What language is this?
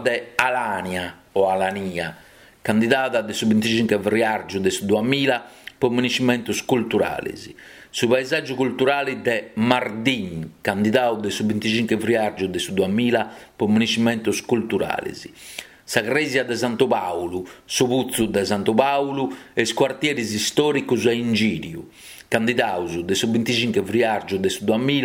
Sardinian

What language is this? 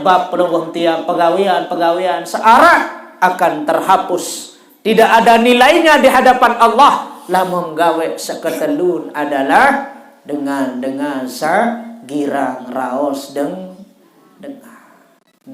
Sasak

